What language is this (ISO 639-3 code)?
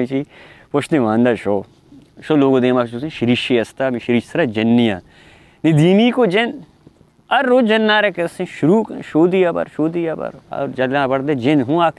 bal